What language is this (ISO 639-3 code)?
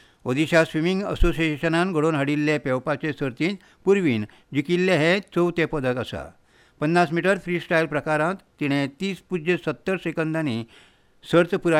kok